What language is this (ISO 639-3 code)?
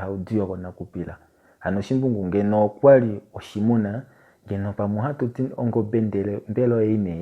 kua